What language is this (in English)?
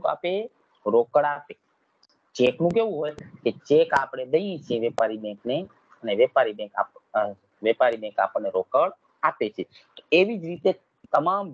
Gujarati